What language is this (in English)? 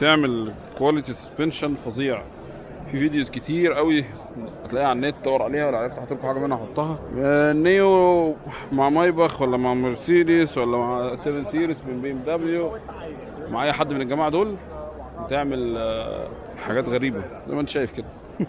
Egyptian Arabic